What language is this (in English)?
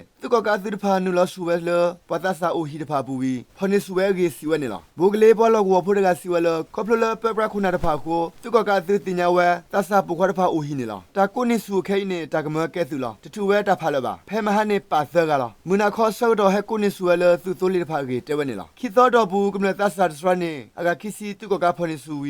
S'gaw Karen